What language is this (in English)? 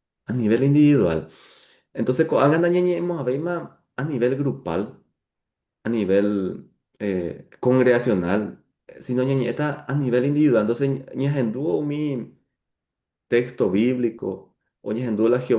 Guarani